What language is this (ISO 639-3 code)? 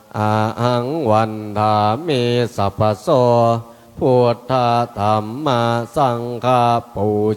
pli